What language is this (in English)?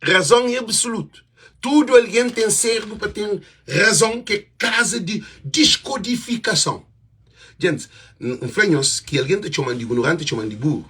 Kabuverdianu